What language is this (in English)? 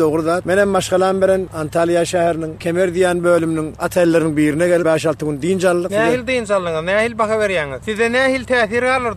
Turkmen